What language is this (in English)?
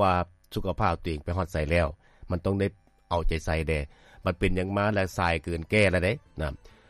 Lao